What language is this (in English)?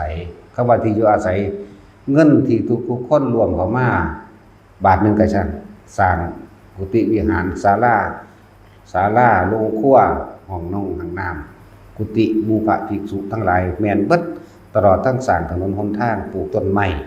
Northeastern Thai